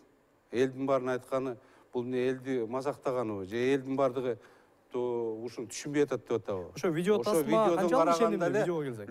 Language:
Kyrgyz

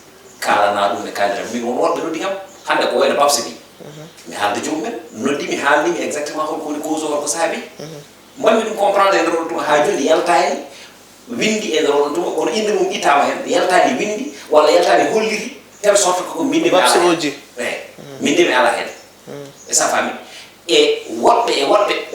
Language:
Fula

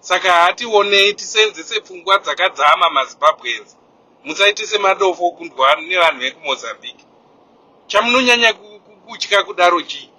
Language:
Shona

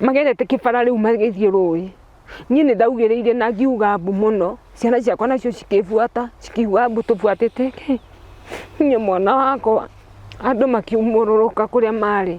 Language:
Kikuyu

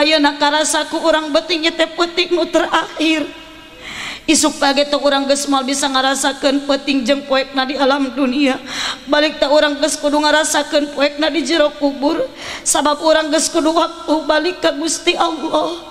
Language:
Sundanese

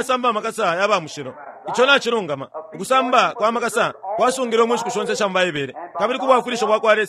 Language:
Bemba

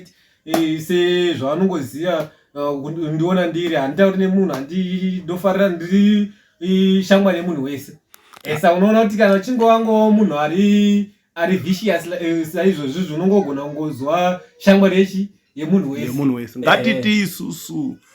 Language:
Shona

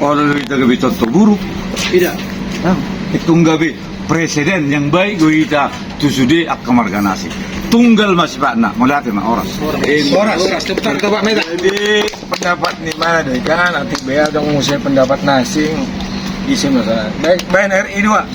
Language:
Batak Toba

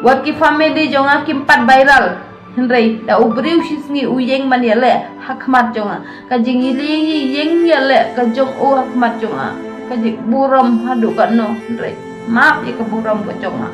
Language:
Khasi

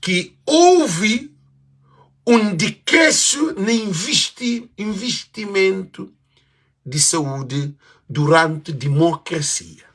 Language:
Kabuverdianu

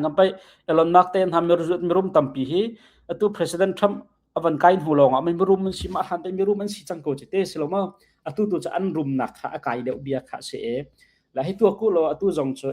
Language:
Hakha Chin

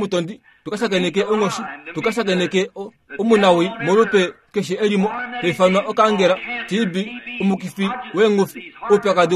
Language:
Kuanyama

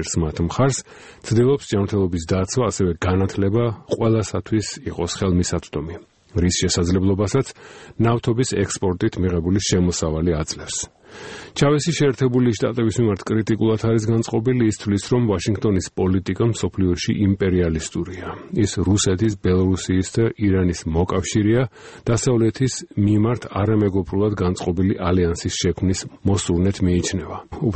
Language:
Georgian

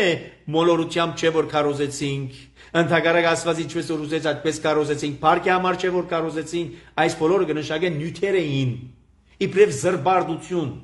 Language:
Armenian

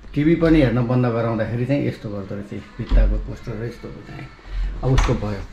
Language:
Nepali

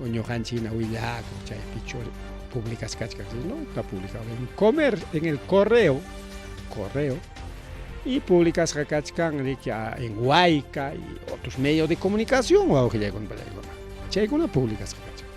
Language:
Ayacucho Quechua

